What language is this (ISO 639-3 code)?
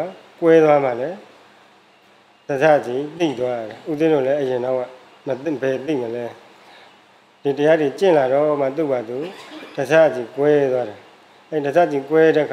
mya